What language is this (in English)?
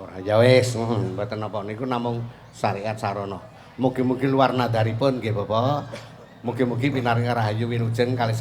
Javanese